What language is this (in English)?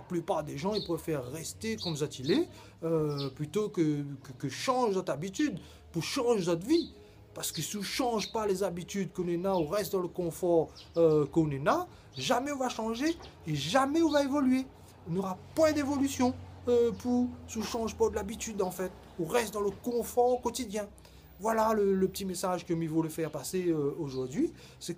Réunion Creole French